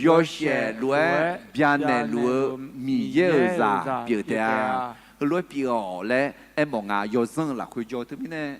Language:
Akha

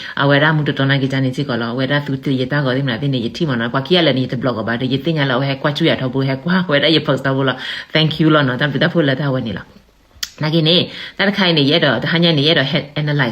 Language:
S'gaw Karen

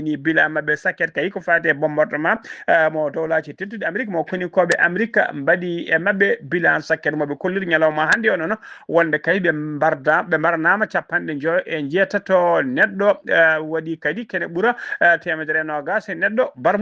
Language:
Fula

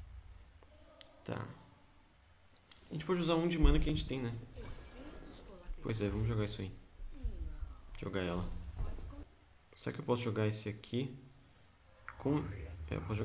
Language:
Portuguese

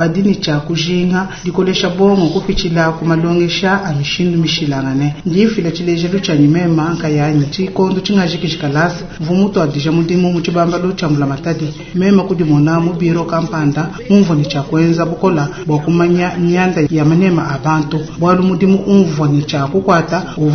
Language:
Luba-Lulua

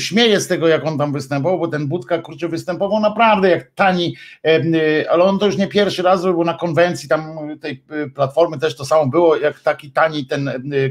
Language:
Polish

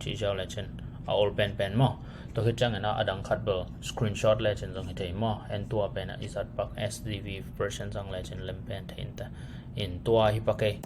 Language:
Tedim Chin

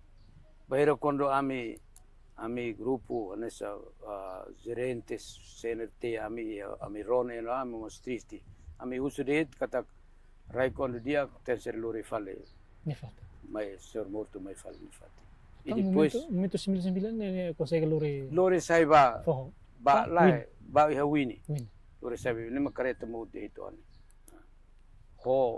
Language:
Tetum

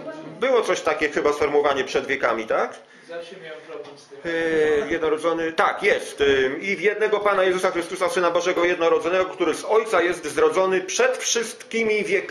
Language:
Polish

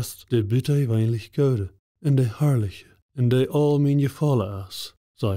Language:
Plautdietsch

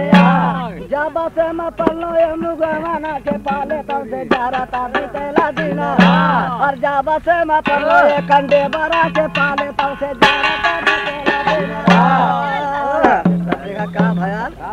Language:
Bhojpuri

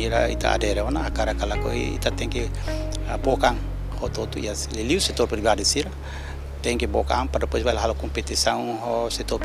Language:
Tetum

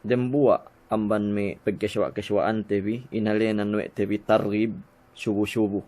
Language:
Yakan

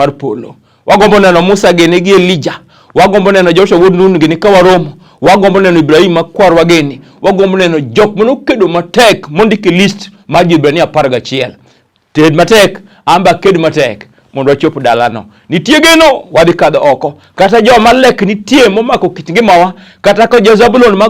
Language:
Luo (Kenya and Tanzania)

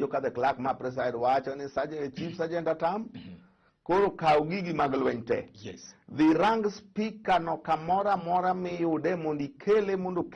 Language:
Luo (Kenya and Tanzania)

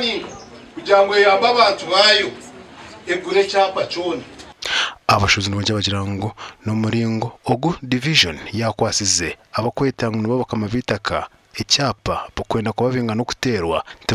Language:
Nyankole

